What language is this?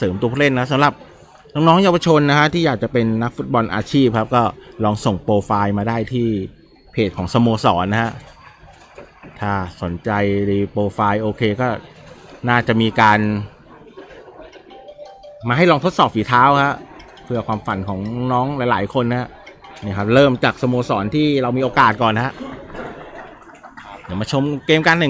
Thai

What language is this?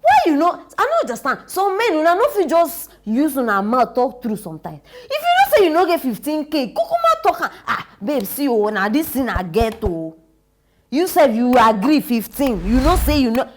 Nigerian Pidgin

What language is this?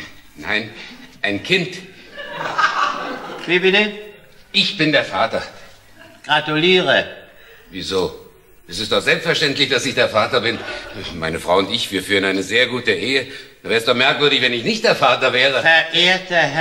German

